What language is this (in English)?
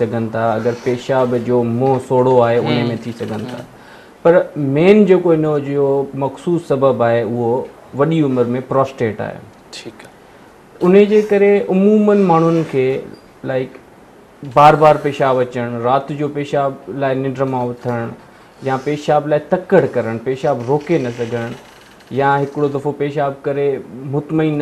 Sindhi